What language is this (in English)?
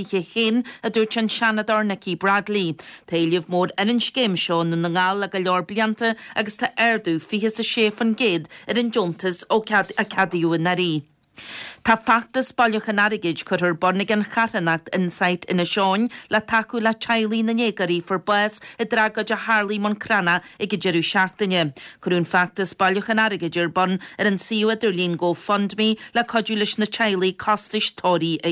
Irish